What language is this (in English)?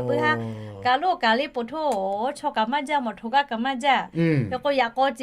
Lahu